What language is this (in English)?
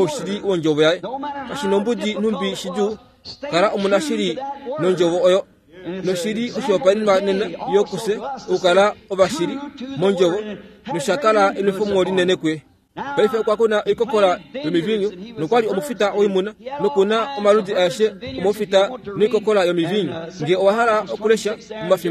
Kuanyama